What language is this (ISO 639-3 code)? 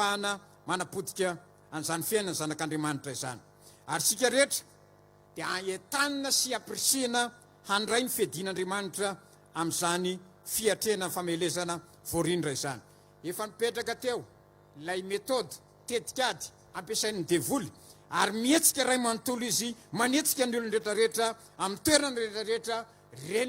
mlg